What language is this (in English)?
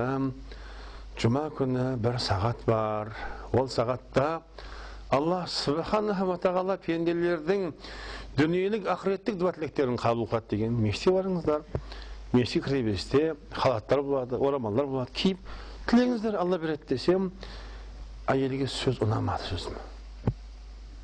Kazakh